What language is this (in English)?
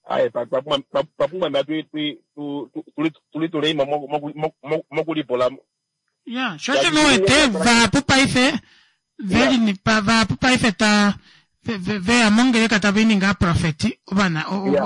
Kuanyama